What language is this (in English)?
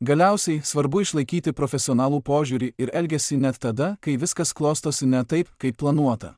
Lithuanian